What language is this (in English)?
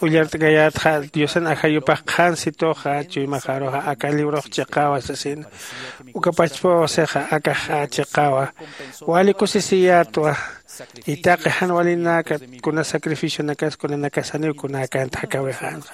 Aymara